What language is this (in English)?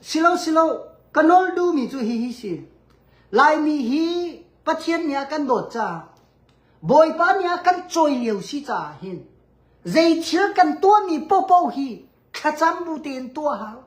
Hakha Chin